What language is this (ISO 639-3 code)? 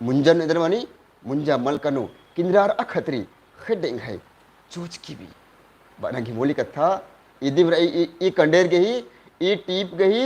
kru